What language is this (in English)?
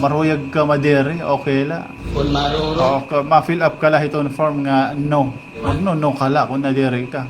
Waray